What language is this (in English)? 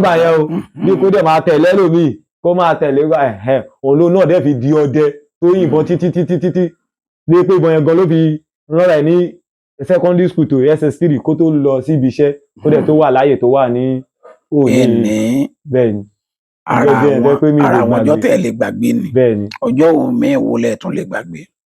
Yoruba